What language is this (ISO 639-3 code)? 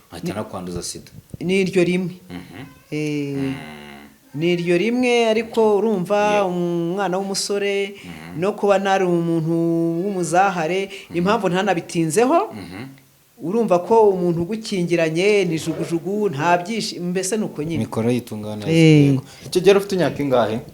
kin